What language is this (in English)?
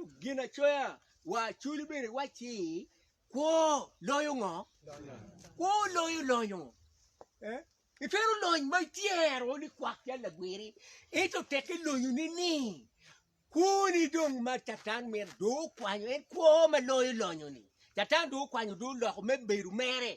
Acoli